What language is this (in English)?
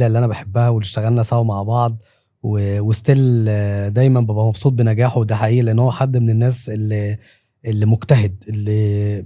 Egyptian Arabic